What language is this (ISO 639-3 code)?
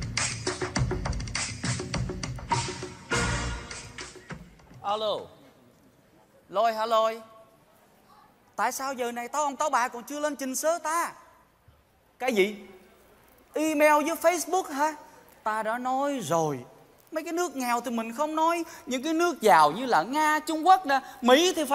vie